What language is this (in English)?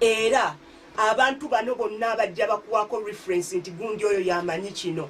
Ganda